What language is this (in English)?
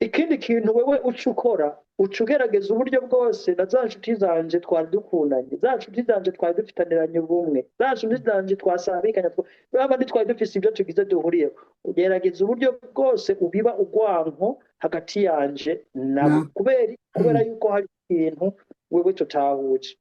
Rundi